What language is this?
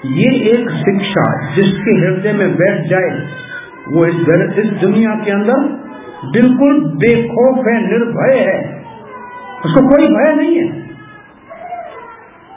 Hindi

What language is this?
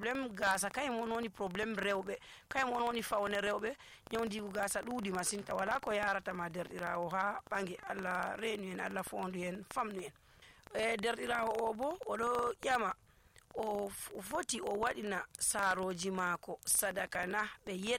Nigerian Fulfulde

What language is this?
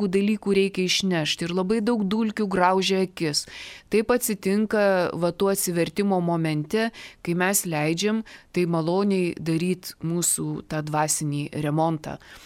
Lithuanian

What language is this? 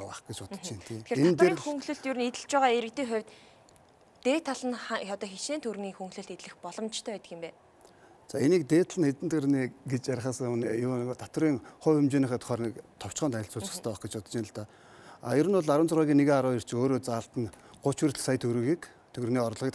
Mongolian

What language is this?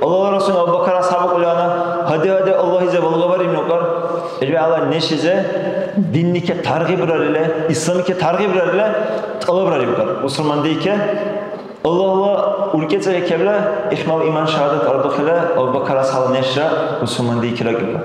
Dargwa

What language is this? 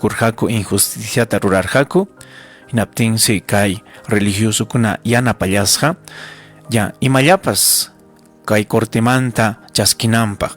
Ayacucho Quechua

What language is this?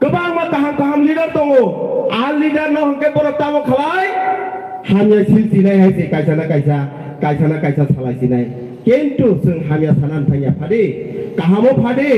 Kok Borok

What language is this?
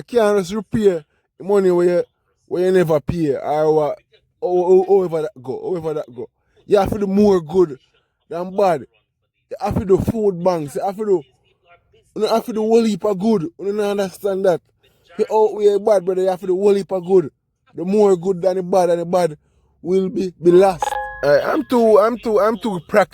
Jamaican Creole English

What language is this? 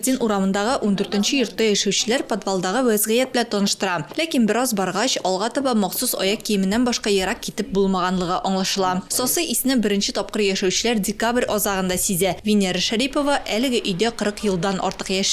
Tatar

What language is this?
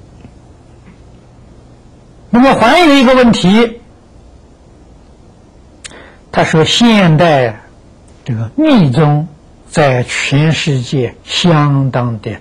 Chinese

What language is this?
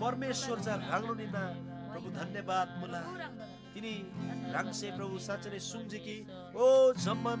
Eastern Tamang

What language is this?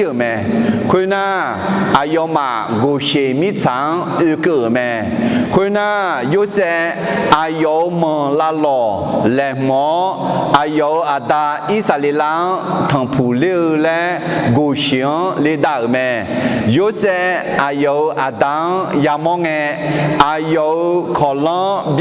Akha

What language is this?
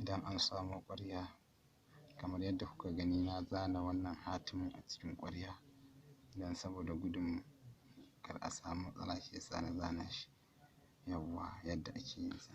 Hausa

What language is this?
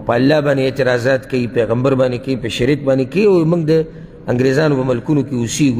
Pashto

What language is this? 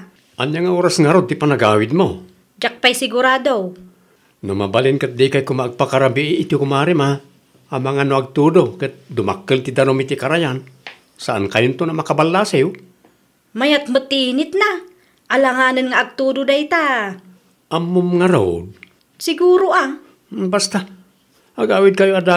Iloko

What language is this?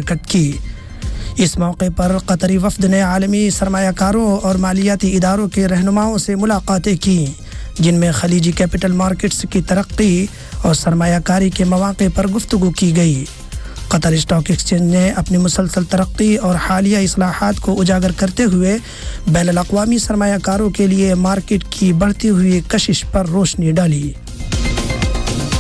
Urdu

